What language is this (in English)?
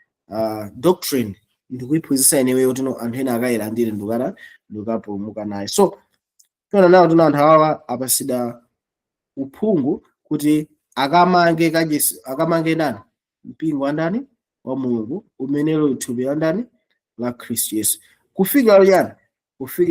Nyanja